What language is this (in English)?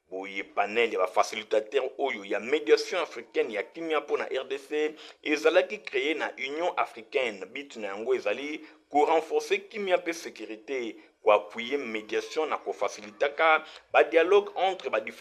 Lingala